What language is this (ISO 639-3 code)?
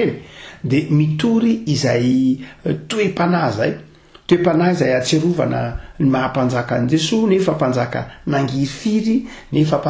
mlg